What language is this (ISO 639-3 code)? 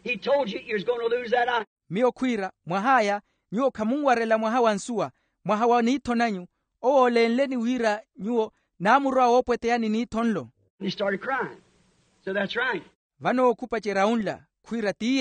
vmw